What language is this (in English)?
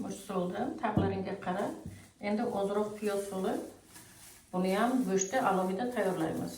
Uzbek